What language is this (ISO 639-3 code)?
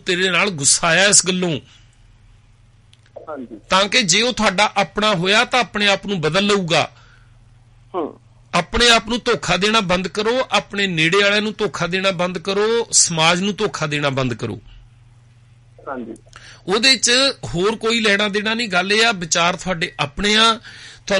pan